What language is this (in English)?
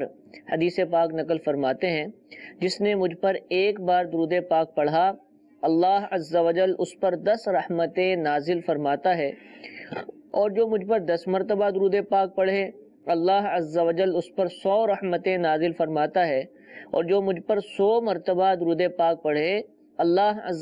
Urdu